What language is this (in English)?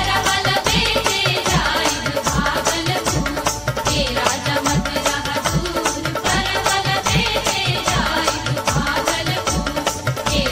Bhojpuri